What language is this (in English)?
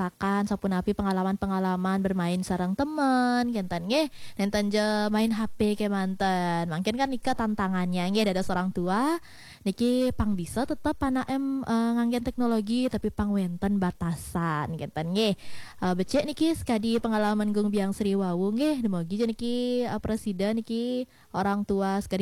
Balinese